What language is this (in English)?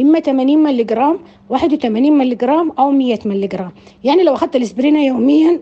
Sudanese Arabic